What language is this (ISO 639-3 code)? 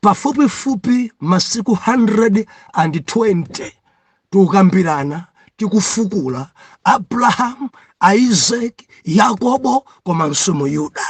nya